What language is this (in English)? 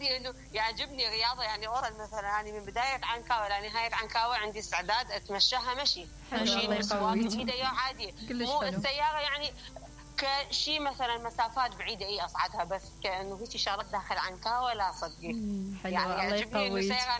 Mesopotamian Arabic